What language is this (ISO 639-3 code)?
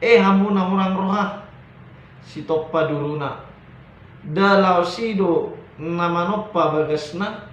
bbc